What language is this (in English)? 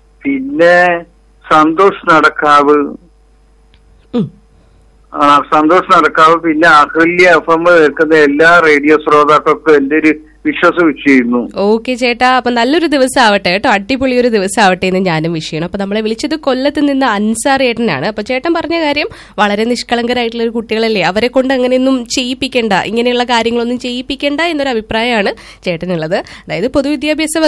Malayalam